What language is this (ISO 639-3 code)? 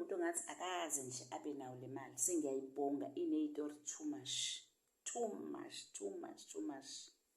zul